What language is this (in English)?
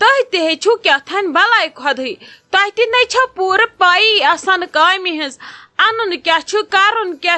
Kashmiri